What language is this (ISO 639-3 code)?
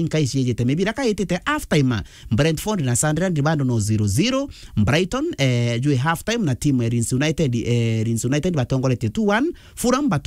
mer